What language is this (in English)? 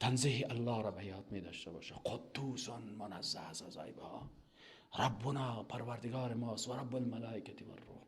Persian